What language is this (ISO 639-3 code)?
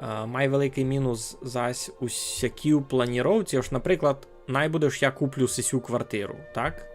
rue